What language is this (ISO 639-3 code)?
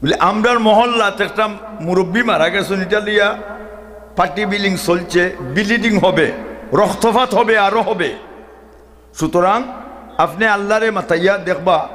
syl